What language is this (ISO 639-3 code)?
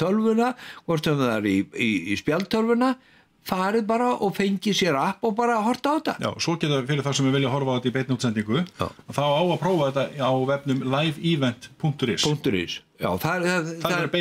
isl